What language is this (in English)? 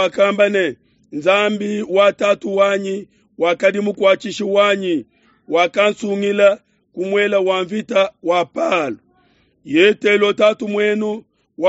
Luba-Lulua